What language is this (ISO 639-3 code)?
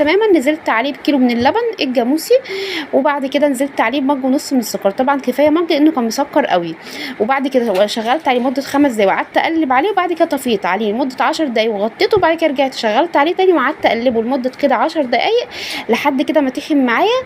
arz